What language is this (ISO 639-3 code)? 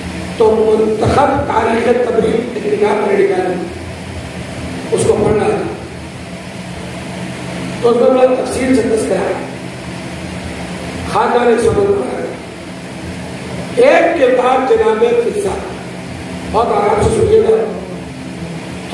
urd